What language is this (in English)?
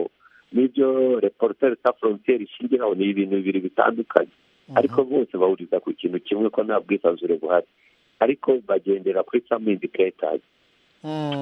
Kinyarwanda